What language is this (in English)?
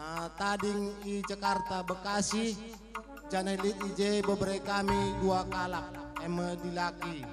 Batak Karo